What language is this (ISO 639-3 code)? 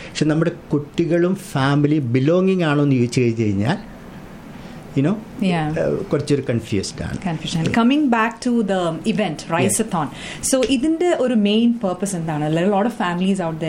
mal